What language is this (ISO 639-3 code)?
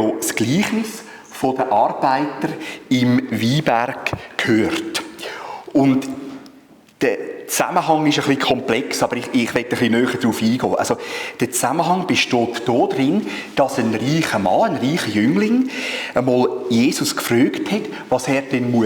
gsw